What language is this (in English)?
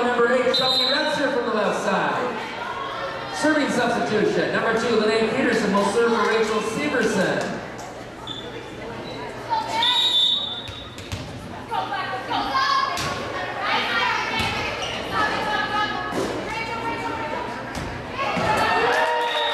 English